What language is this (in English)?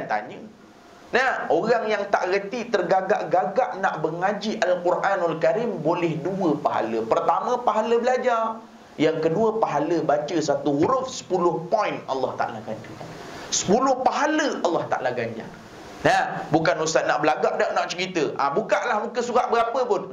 Malay